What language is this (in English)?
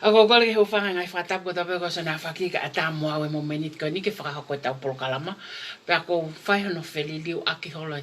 Tongan